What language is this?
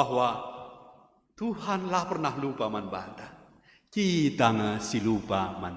Batak Karo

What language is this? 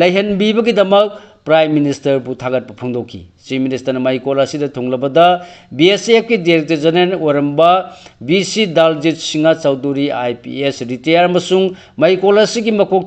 Manipuri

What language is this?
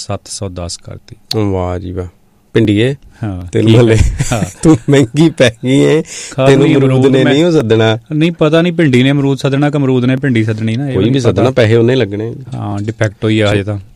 Punjabi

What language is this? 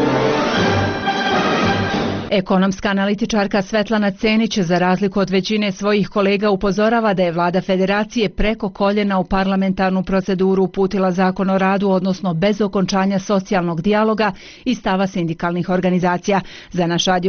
Bosnian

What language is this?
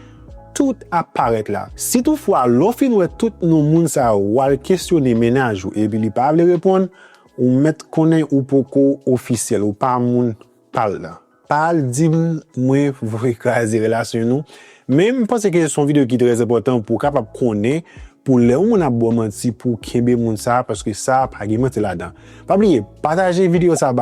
Haitian Creole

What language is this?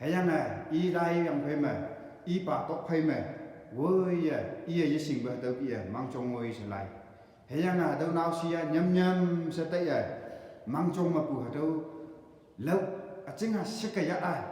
Konyak Naga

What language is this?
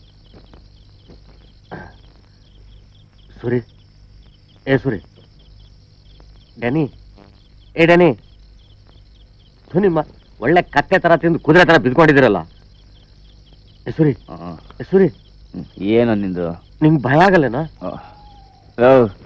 Kannada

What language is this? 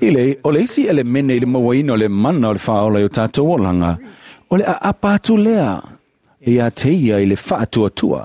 Samoan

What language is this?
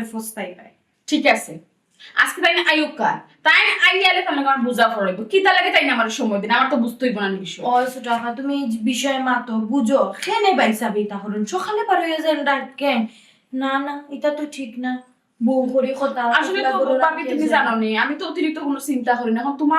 Sylheti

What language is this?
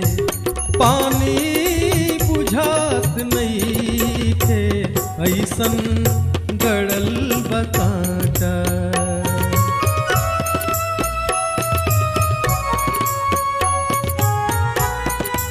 Bhojpuri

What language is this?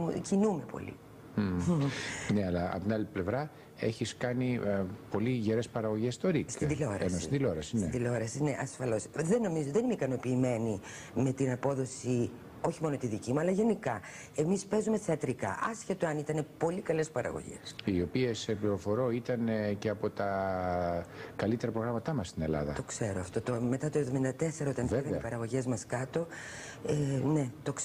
Greek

